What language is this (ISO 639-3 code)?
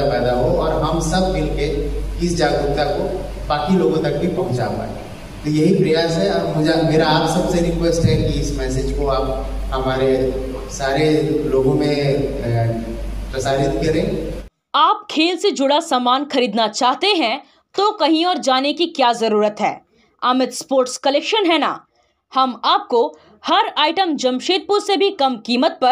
hin